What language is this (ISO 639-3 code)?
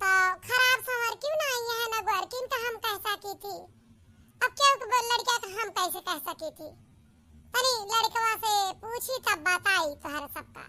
awa